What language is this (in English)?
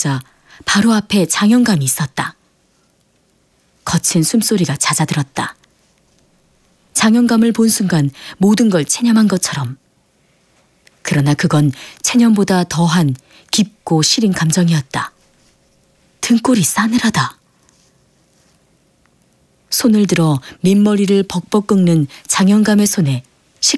Korean